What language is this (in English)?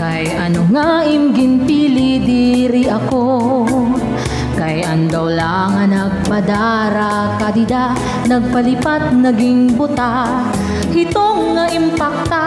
Waray